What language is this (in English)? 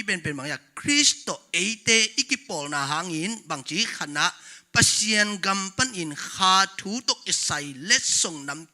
Tedim Chin